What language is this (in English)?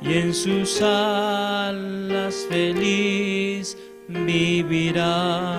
Aymara